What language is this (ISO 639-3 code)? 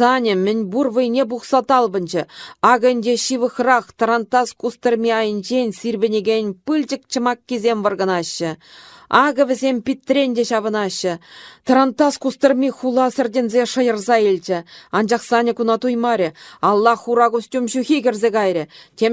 chv